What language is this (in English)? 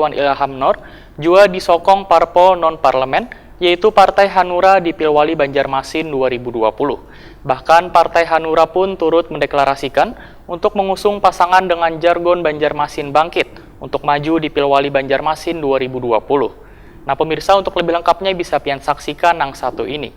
Banjar